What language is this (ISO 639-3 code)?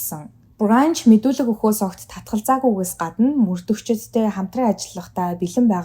mon